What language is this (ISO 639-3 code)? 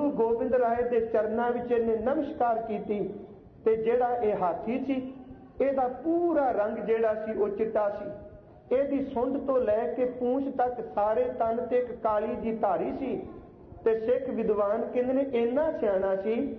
pan